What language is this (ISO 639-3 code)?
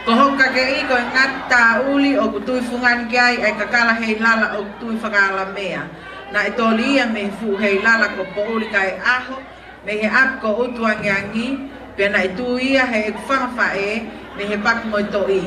ton